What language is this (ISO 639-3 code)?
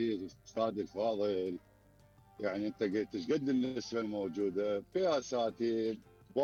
acm